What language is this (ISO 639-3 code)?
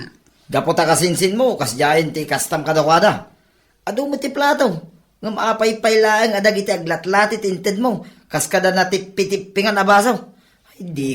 ilo